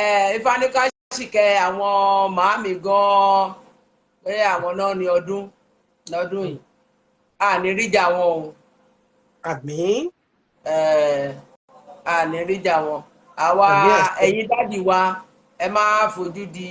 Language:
Yoruba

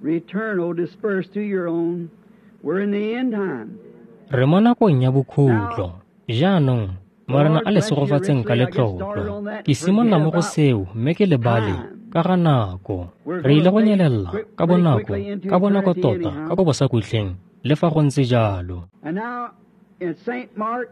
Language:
Tswana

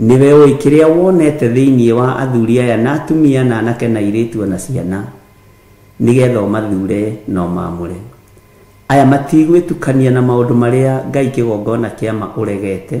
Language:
Kikuyu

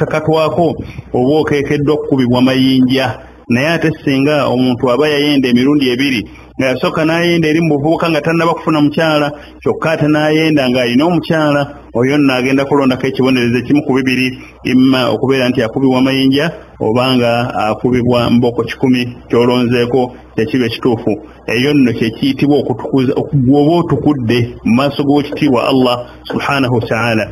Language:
Ganda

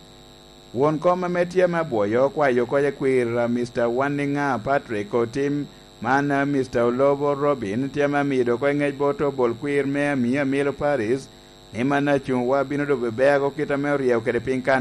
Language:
Lango (Uganda)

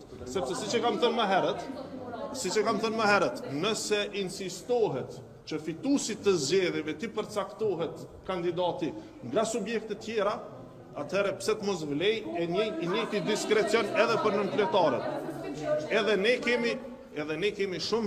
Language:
Albanian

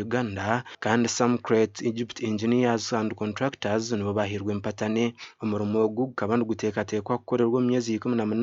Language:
Nyankole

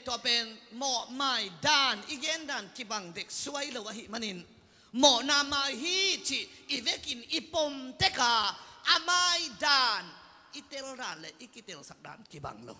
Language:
Tedim Chin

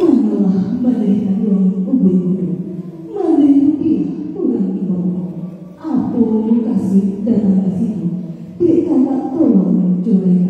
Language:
Minangkabau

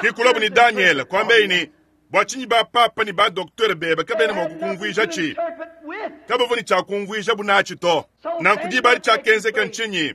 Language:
Luba-Lulua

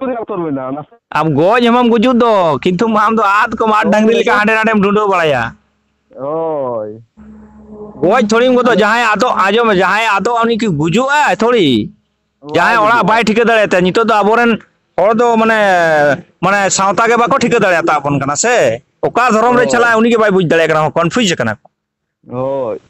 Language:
Santali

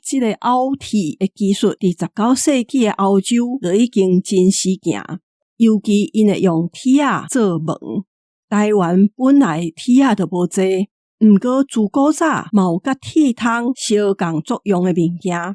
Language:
Min Nan Chinese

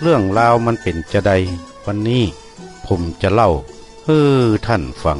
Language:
Northern Thai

